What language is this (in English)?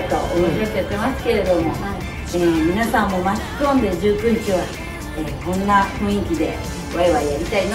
Japanese